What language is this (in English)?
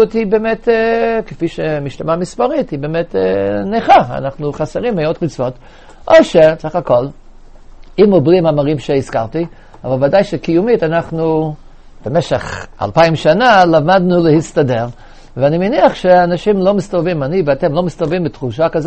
Hebrew